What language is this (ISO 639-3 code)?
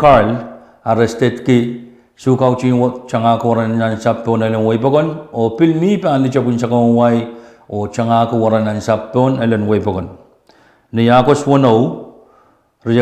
pon